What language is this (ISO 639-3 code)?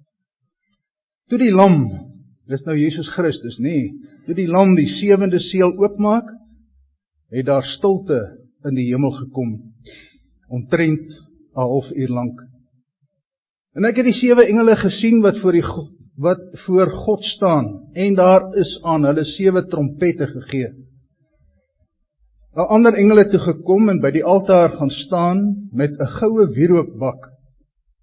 afr